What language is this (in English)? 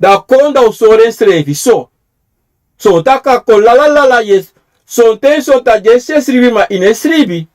Sranan Tongo